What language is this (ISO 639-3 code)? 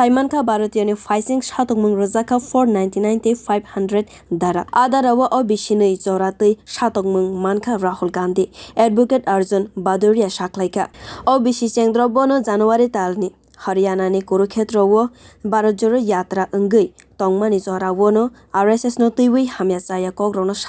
trp